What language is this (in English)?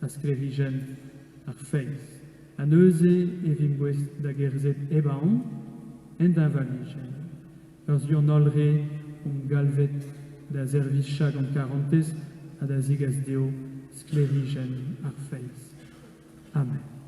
Breton